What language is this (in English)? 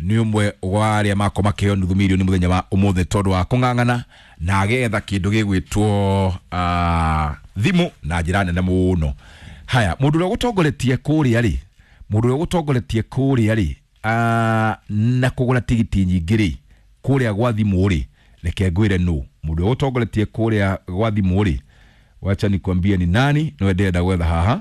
Kikuyu